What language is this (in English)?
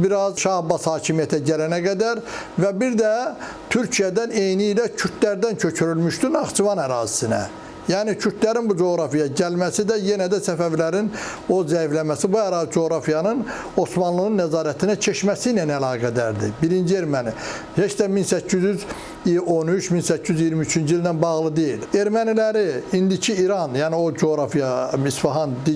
Azerbaijani